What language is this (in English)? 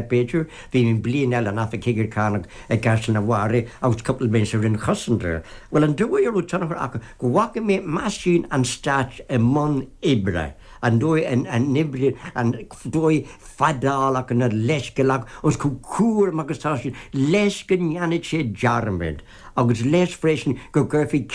Irish